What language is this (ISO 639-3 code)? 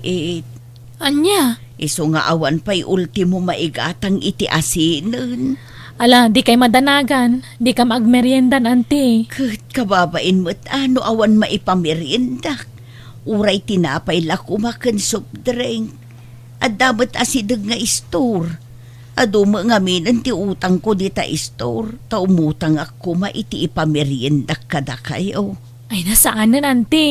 ilo